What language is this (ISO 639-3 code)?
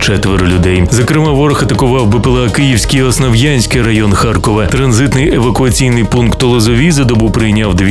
ukr